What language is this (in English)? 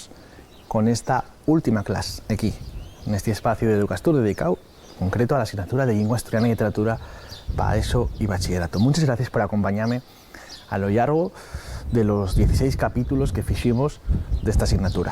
Asturian